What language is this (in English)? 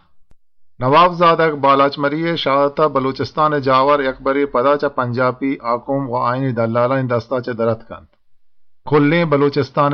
Eastern Balochi